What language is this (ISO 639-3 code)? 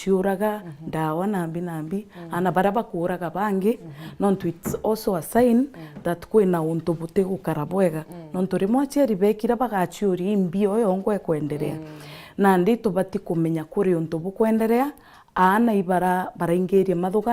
mer